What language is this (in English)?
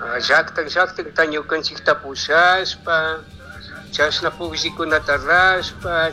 Chimborazo Highland Quichua